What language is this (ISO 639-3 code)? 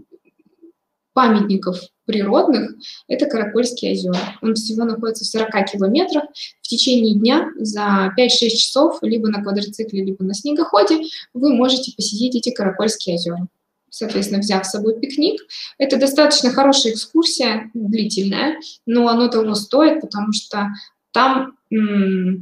rus